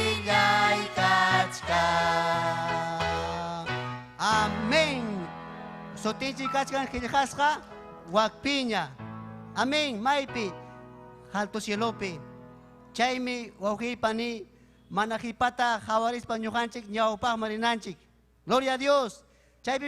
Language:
Ayacucho Quechua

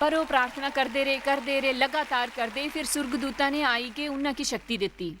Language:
Dogri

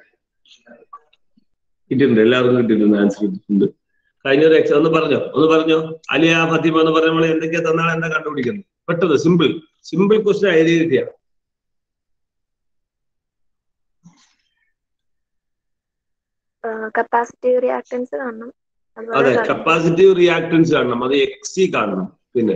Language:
Malayalam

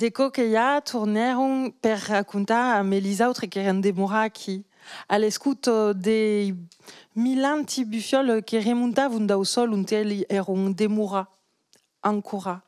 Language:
Occitan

